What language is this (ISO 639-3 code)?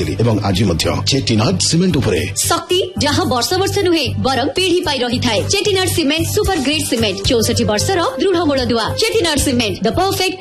ori